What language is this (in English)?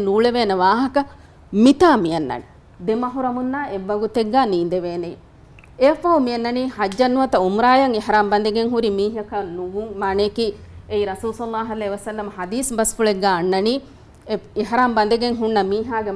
Divehi